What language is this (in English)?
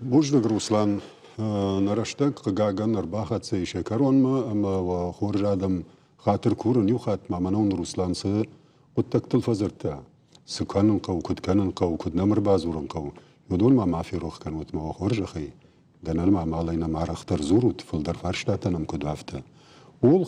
Ossetic